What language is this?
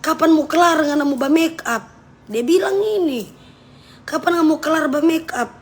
Manado Malay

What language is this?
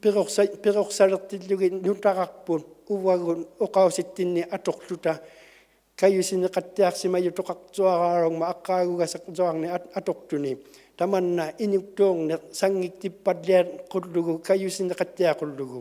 Inuktitut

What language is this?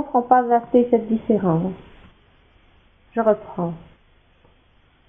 French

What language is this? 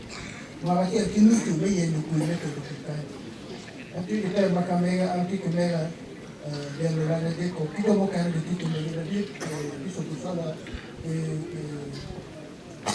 Acoli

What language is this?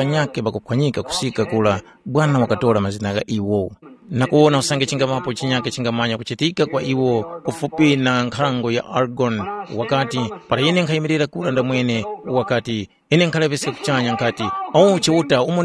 Tumbuka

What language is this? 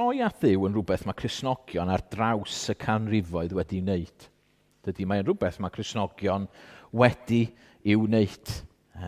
Welsh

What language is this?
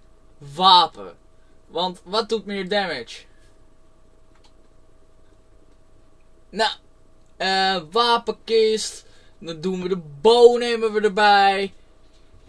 Dutch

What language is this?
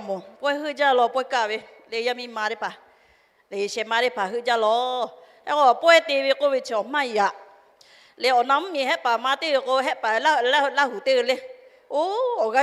Lahu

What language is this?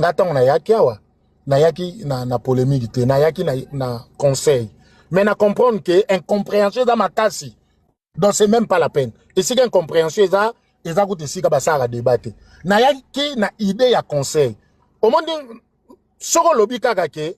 Lingala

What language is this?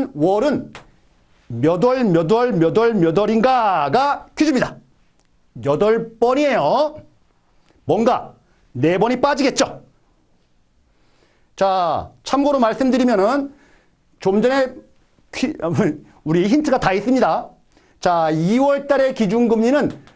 Korean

